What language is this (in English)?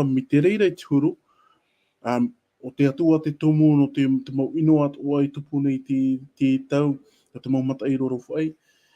Tahitian